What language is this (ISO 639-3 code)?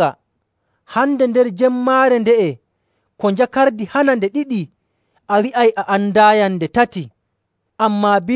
fuv